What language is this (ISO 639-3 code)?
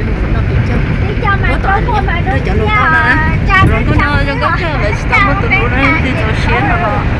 hmn